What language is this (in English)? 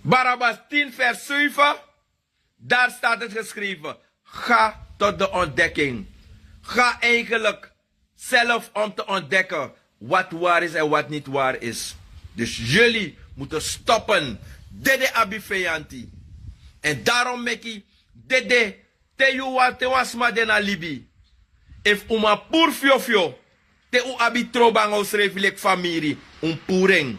Sranan Tongo